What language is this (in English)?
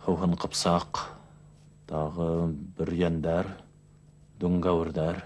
Bashkir